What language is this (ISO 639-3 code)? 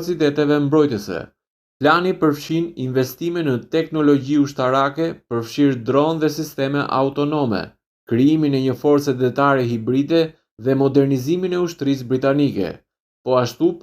sqi